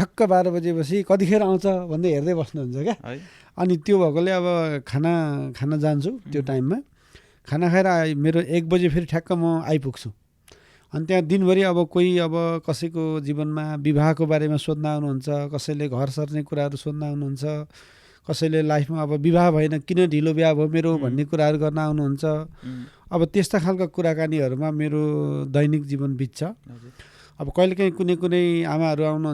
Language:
Nepali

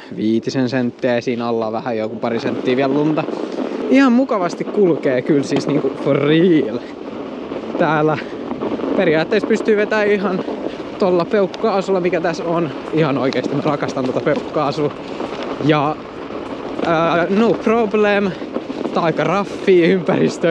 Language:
Finnish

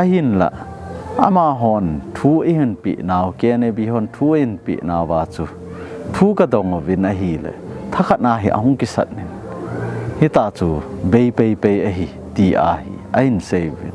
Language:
Thado Chin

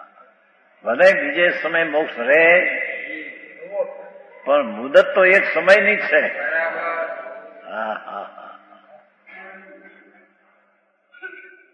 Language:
Gujarati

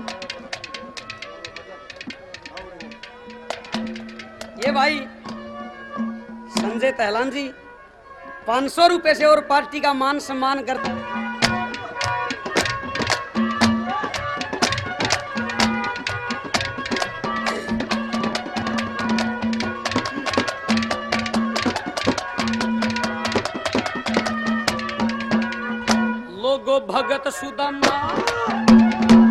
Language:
Haryanvi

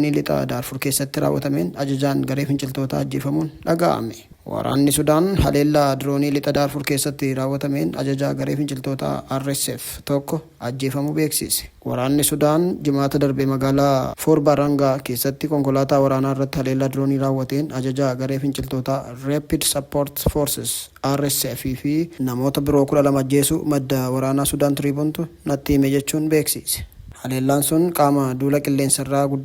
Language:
Oromo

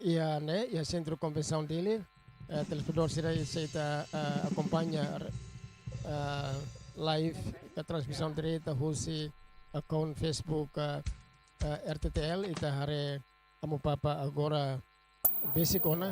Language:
Tetum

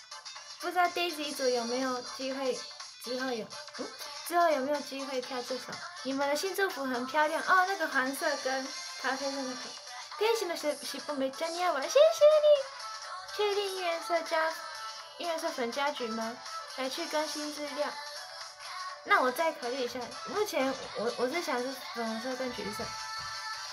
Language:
Chinese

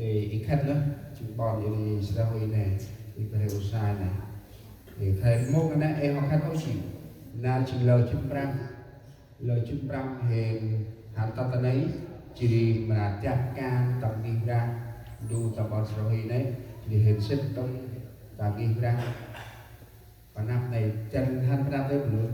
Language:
Central Mnong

